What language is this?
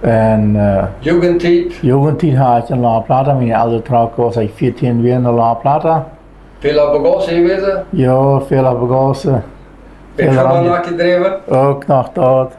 Plautdietsch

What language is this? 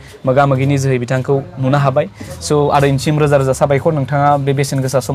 Bodo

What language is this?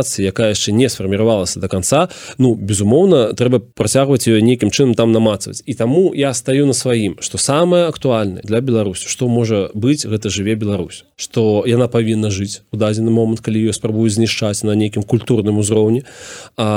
Belarusian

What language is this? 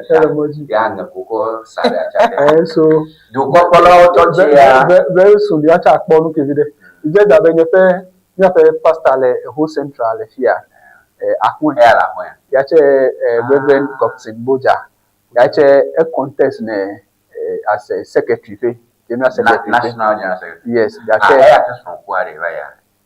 Ewe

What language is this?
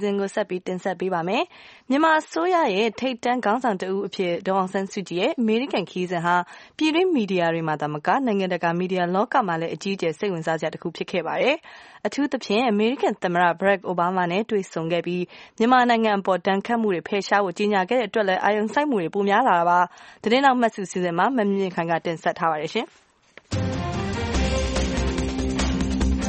Burmese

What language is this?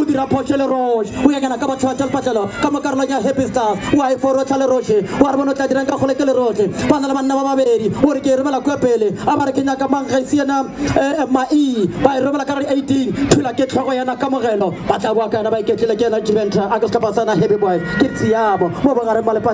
Northern Sotho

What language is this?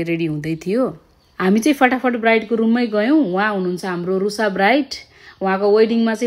Nepali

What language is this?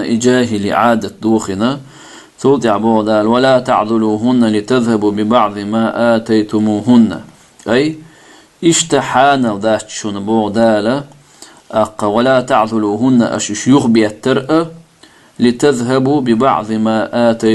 Chechen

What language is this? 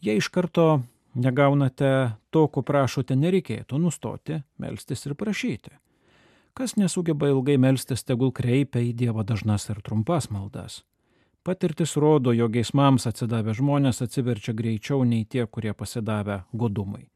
Lithuanian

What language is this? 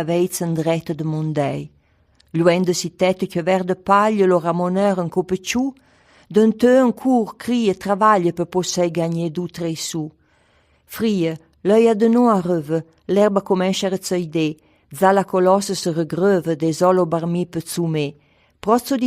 Arpitan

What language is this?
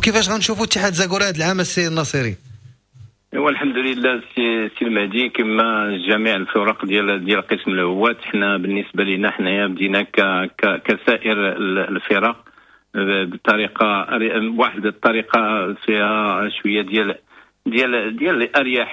Moroccan Arabic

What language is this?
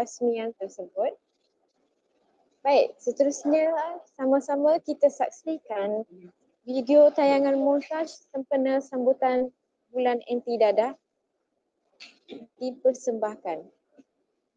Malay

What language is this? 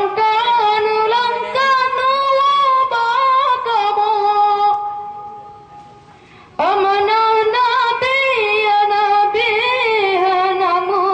Malay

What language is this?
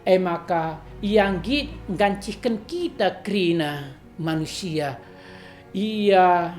Batak Karo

